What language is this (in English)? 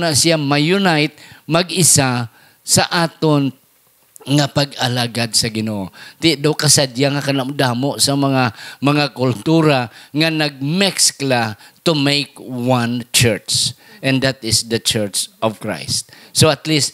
Hiligaynon